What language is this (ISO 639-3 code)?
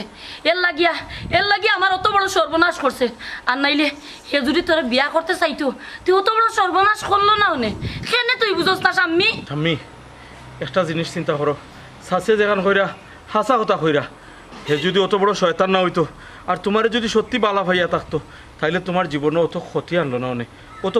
syl